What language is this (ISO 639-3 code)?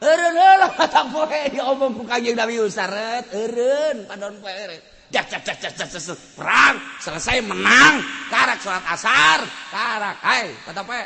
sun